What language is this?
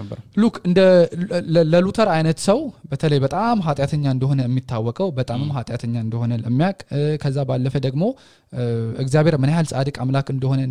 Amharic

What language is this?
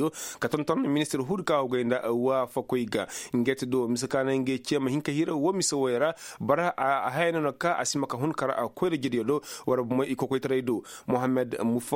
Koyraboro Senni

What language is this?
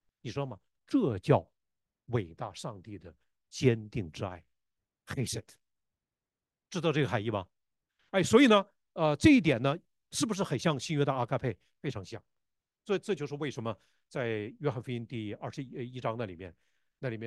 Chinese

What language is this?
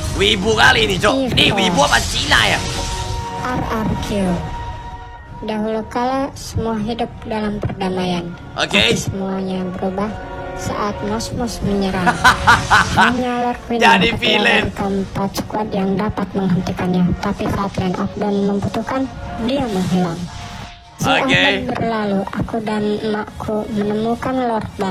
Indonesian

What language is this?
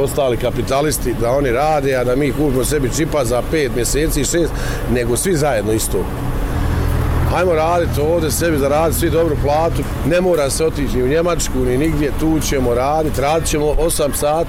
Bosnian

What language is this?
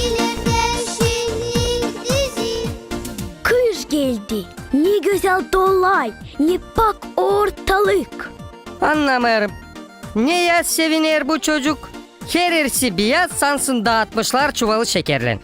Gagauz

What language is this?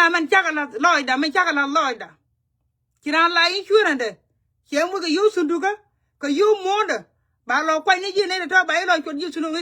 Nuer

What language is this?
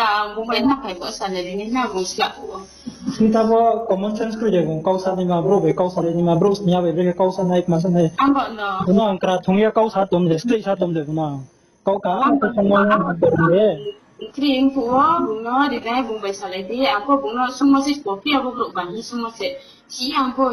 Riang (India)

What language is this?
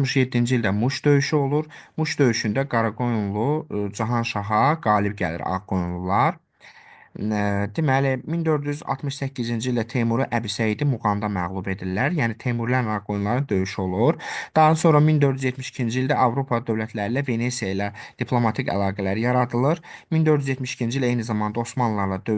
Azerbaijani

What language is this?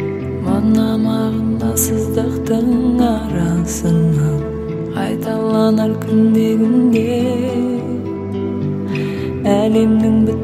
Kazakh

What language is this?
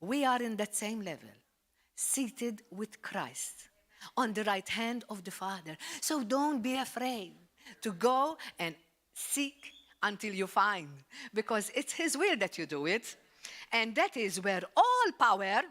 English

